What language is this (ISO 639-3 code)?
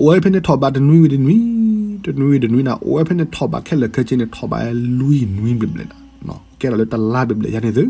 ksw